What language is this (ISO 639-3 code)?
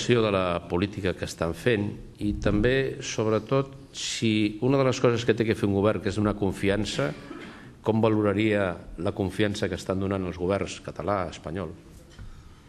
cat